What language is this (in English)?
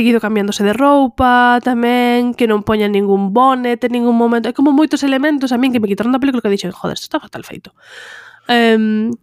Galician